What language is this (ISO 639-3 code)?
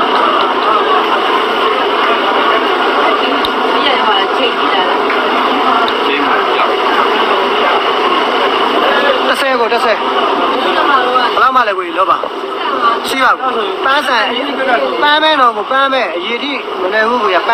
mya